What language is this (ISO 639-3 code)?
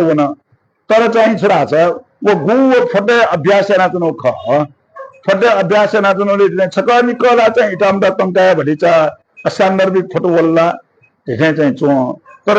new